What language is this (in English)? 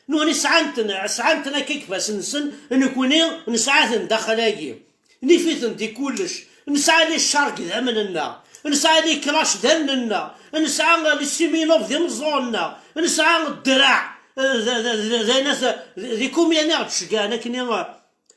Kabyle